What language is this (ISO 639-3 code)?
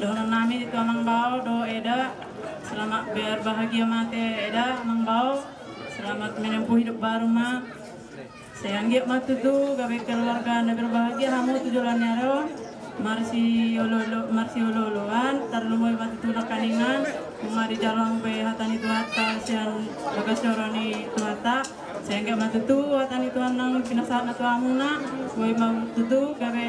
bbc